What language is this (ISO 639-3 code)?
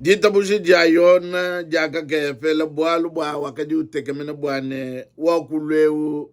lua